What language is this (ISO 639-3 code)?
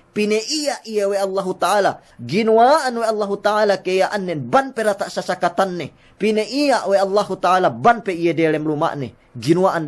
yka